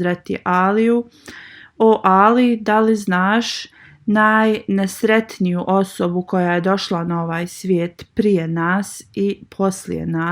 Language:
Bosnian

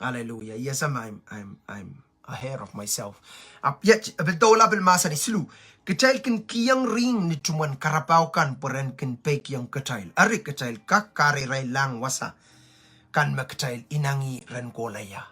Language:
Pohnpeian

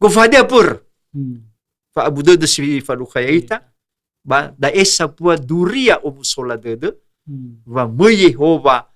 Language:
Nias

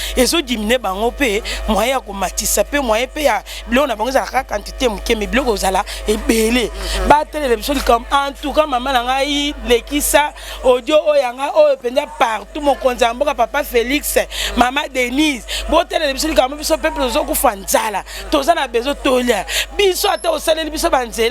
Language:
Lingala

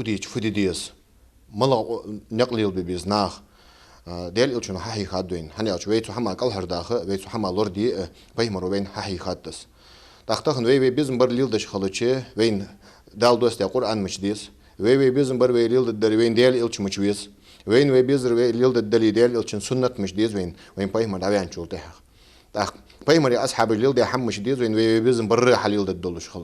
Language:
Ingush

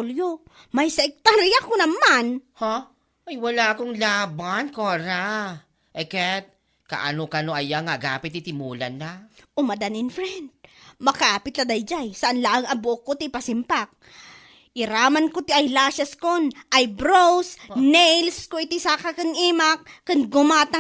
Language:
Iloko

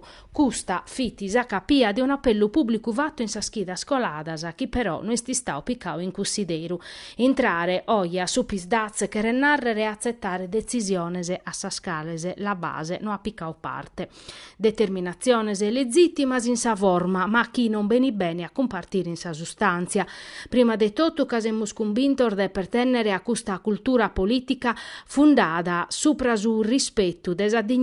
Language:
Sardinian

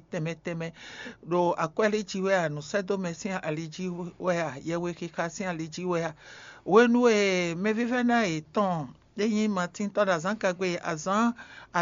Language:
Fon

